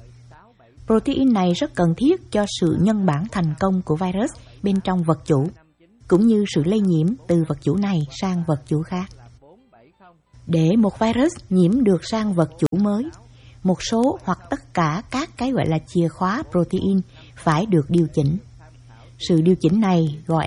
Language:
Vietnamese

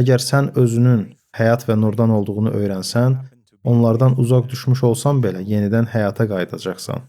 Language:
Azerbaijani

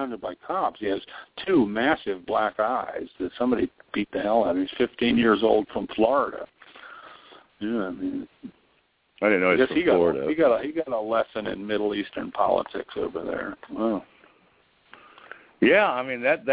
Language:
English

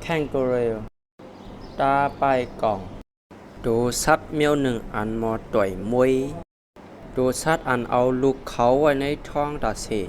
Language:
Shan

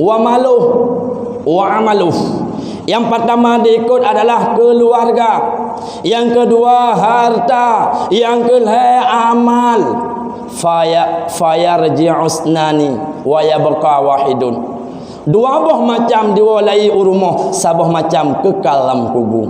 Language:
Achinese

